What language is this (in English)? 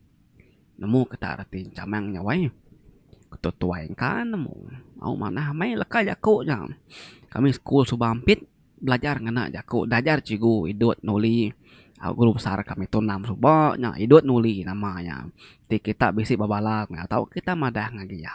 Iban